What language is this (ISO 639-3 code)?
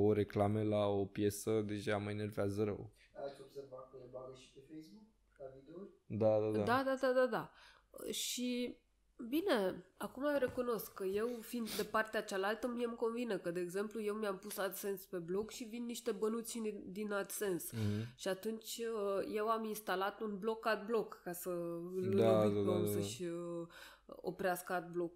ron